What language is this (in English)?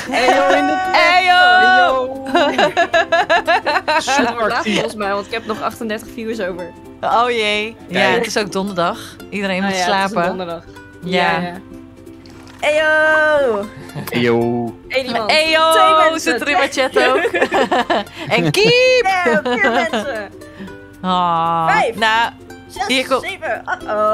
Dutch